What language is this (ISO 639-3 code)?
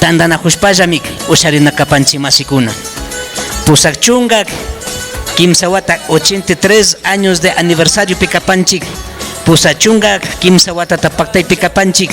qvi